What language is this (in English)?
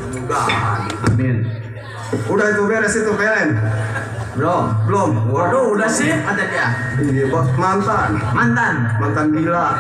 Betawi